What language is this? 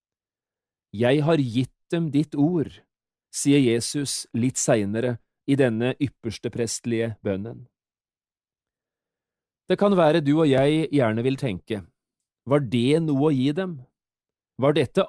Norwegian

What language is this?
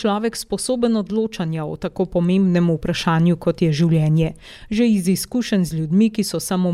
Slovenian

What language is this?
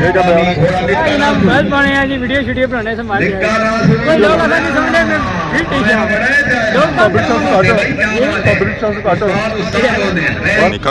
Pahari-Potwari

